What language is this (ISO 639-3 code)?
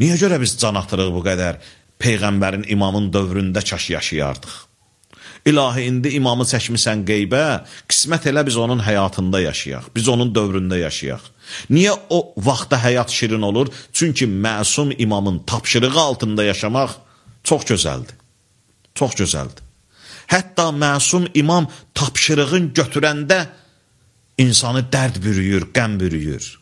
aze